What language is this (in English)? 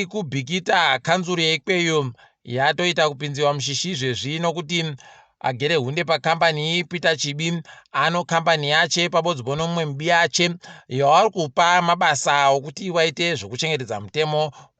Ndau